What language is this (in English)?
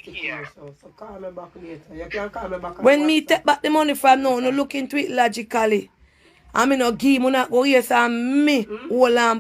Jamaican Creole English